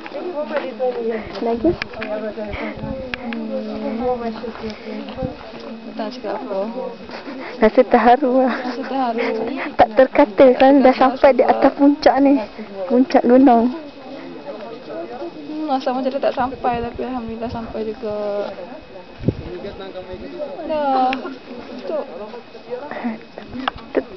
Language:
Malay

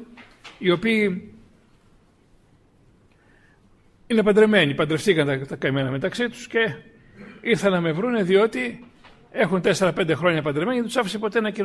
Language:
Greek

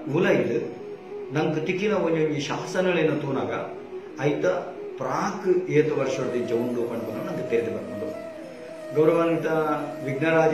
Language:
Tulu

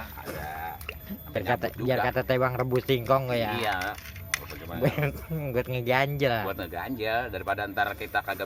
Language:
Betawi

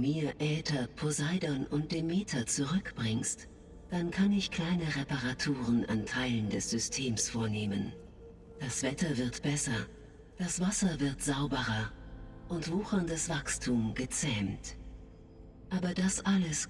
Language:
Bavarian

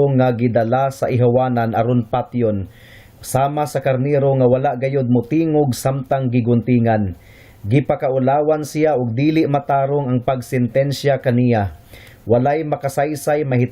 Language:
Cebuano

